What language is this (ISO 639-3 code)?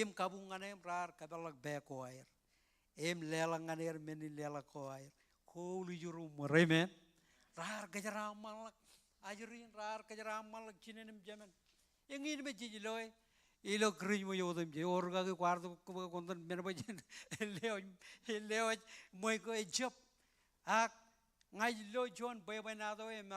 mah